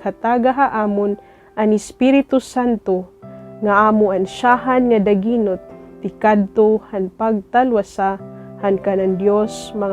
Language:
Waray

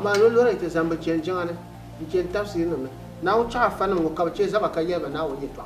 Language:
Dagbani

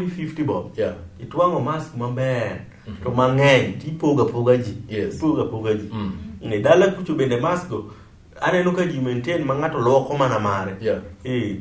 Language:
Luo (Kenya and Tanzania)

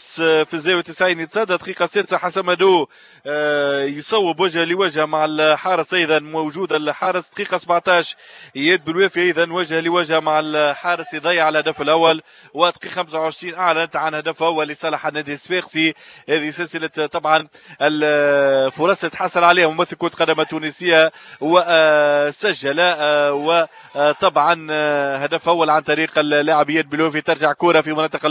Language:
Tunisian Arabic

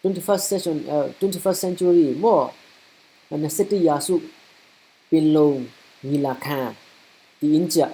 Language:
Falam Chin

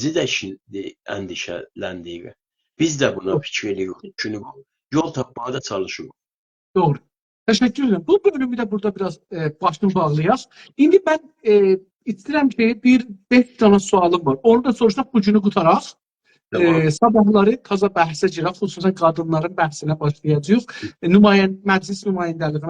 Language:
South Azerbaijani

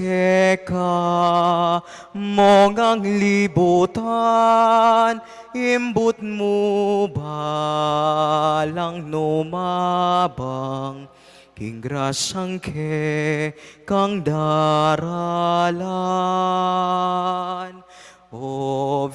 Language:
Pampanga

